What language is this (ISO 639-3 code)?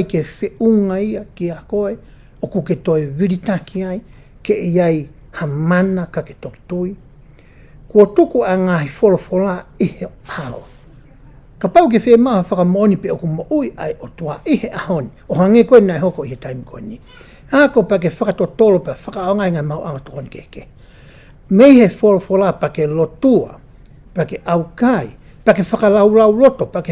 ton